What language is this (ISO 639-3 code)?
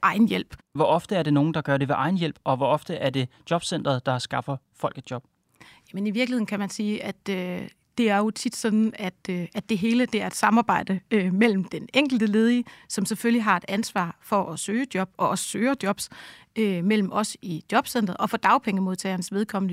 dan